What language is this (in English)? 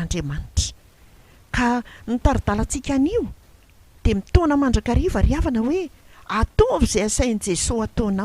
Malagasy